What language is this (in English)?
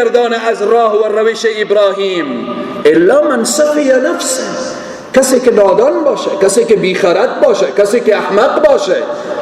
Persian